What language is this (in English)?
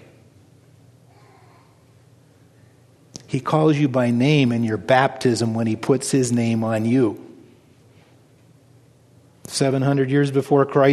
English